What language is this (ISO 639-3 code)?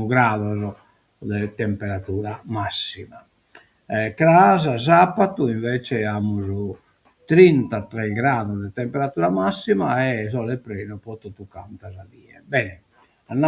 srd